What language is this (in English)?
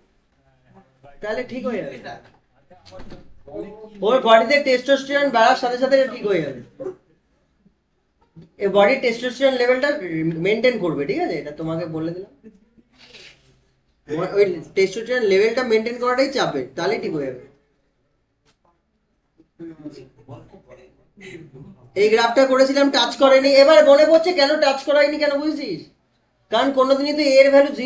Bangla